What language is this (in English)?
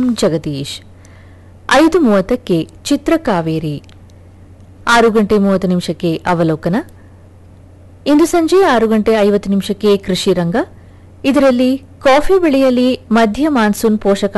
Kannada